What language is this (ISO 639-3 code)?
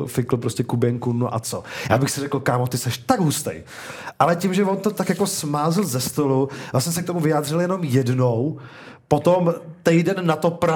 ces